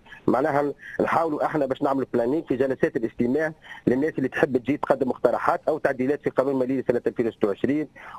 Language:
Tunisian Arabic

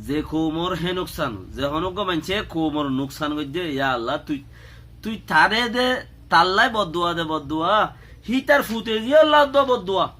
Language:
Rohingya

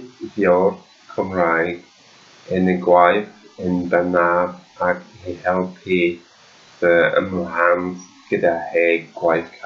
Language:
Welsh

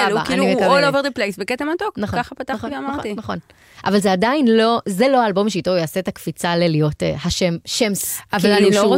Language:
Hebrew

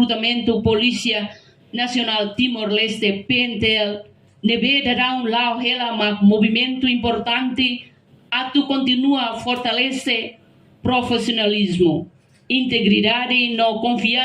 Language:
Tetum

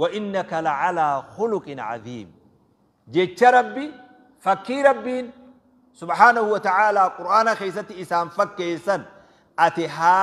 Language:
Oromo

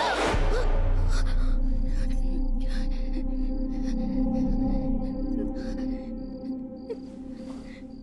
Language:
Tamil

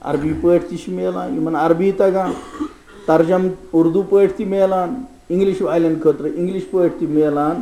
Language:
Kashmiri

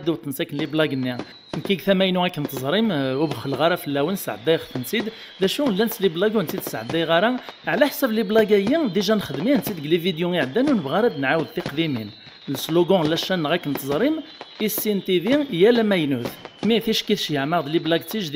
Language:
Kabyle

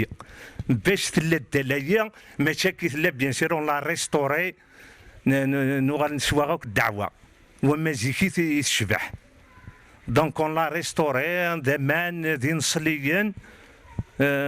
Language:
Kabyle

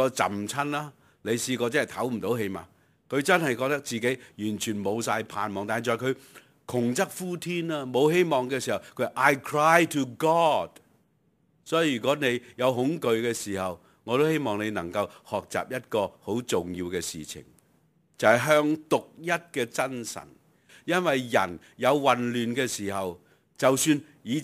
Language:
Cantonese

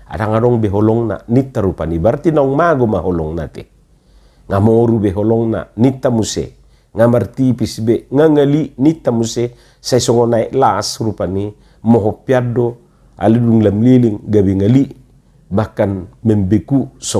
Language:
Batak Toba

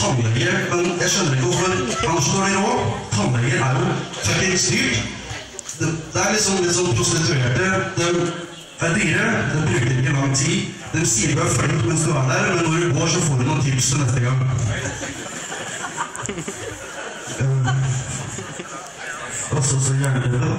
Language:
Norwegian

